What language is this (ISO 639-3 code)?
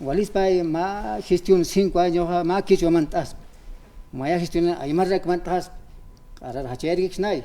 aym